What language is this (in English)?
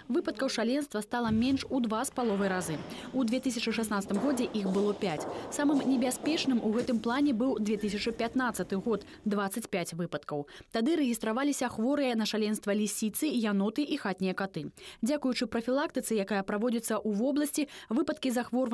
Belarusian